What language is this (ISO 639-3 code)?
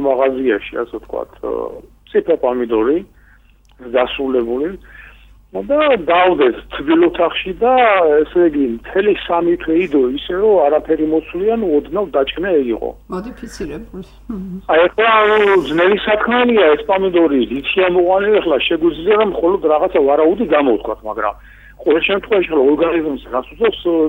kat